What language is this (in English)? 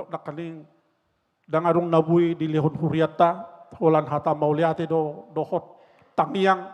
Batak Toba